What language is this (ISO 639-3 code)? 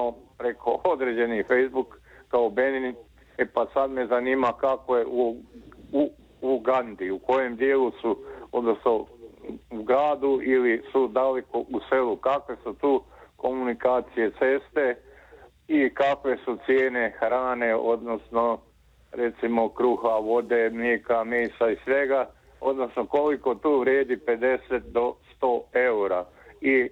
hrv